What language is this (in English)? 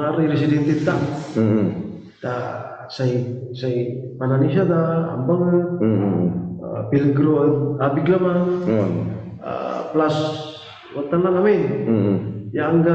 Pangasinan